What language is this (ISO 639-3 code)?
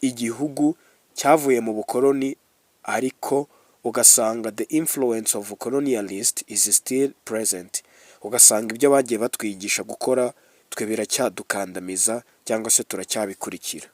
kin